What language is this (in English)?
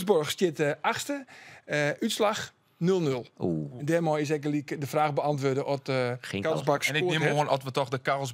Western Frisian